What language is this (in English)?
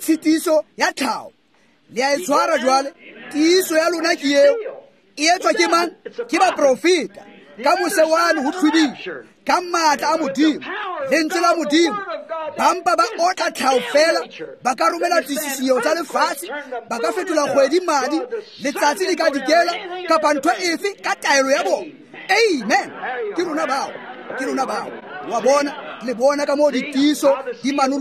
Tswana